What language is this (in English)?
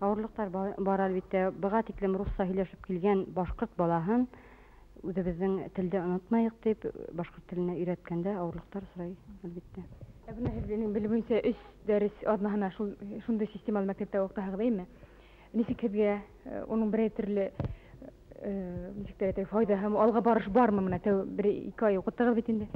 Bashkir